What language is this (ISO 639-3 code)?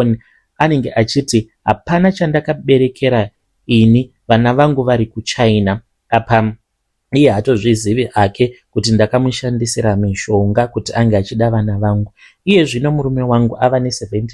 sna